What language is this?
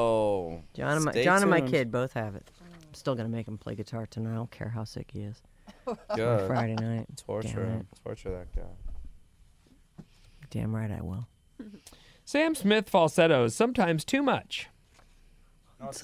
English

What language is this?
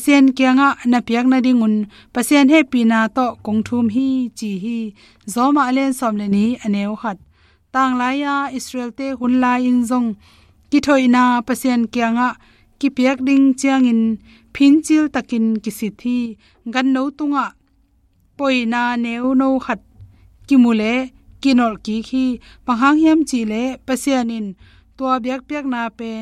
Tedim Chin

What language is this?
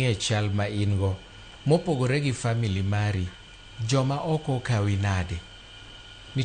Luo (Kenya and Tanzania)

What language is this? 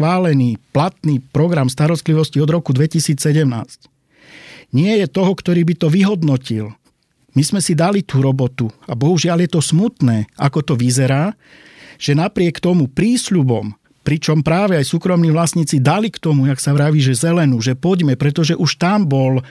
Slovak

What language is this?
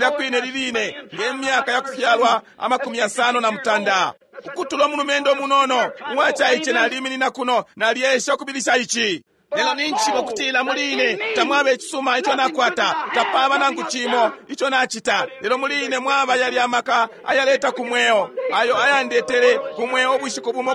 Bemba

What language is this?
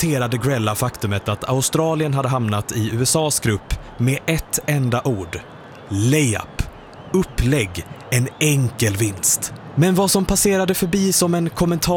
Swedish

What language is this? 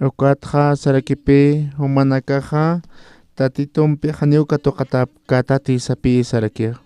Aymara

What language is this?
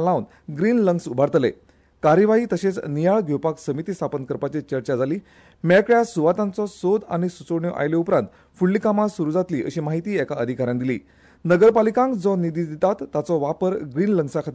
Konkani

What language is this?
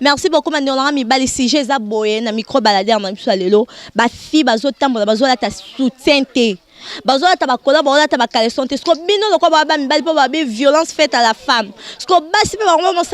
Lingala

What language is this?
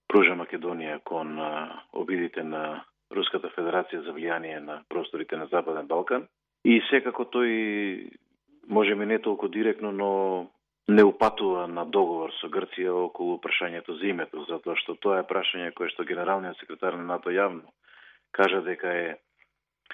Macedonian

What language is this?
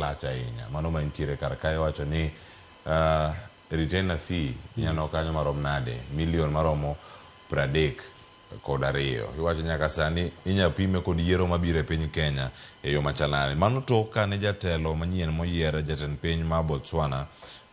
Luo (Kenya and Tanzania)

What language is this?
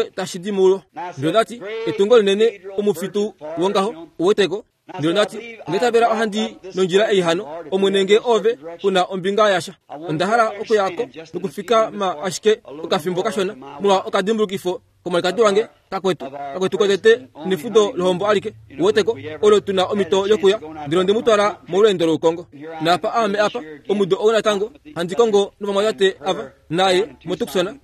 Kuanyama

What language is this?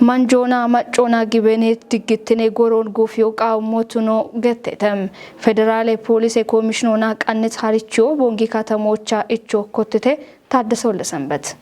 Kafa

